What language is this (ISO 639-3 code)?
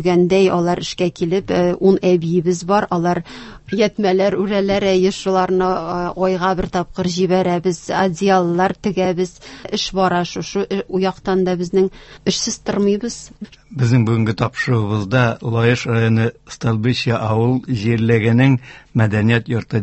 tat